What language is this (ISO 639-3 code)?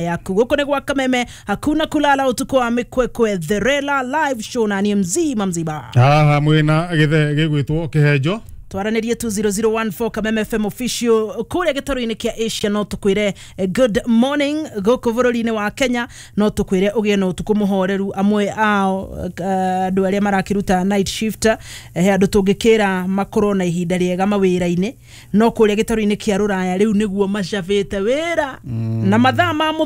kik